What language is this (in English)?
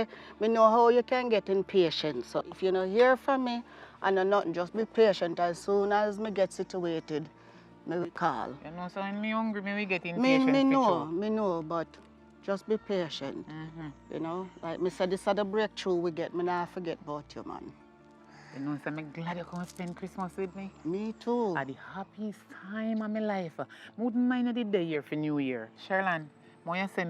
Jamaican Creole English